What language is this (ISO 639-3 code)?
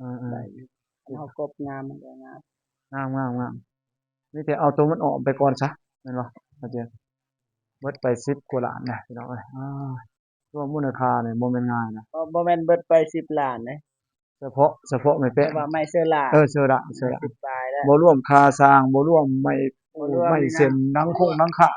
lao